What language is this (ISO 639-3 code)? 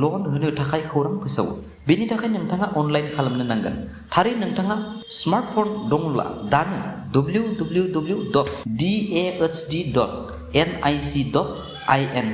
brx